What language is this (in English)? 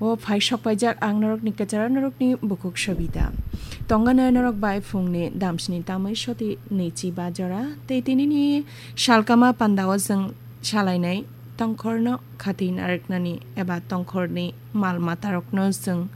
Kok Borok